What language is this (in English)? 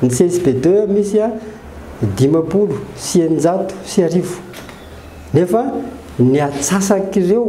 Malagasy